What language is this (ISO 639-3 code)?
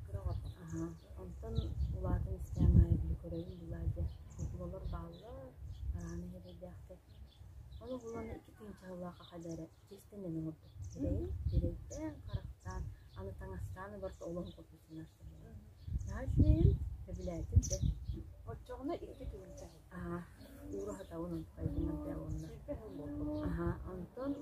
sah